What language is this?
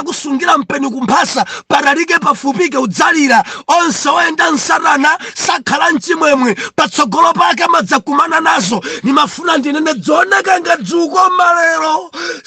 Nyanja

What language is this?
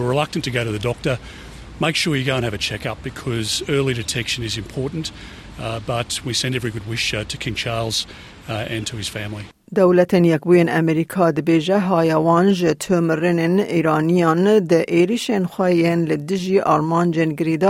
Kurdish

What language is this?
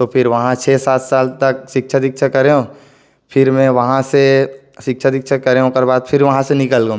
Chhattisgarhi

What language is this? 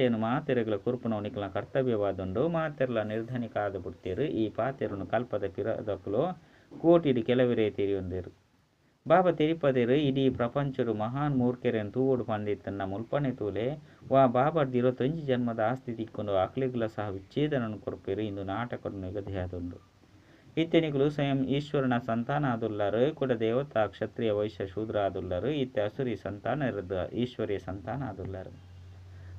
Tulu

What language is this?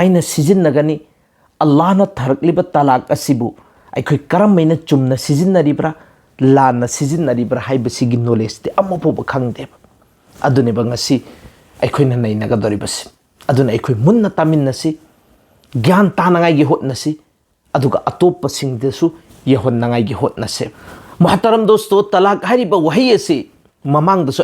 Manipuri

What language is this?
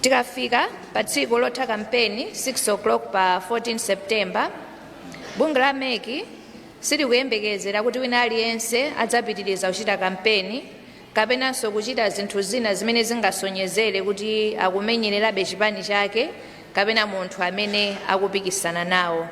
Nyanja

